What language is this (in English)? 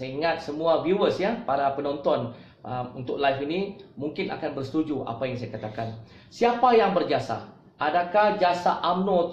Malay